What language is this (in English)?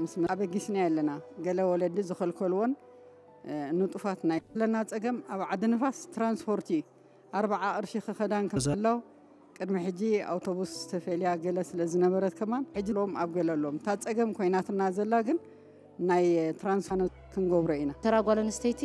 Tigrinya